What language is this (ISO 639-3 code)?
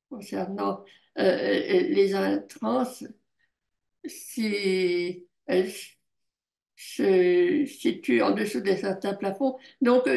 fra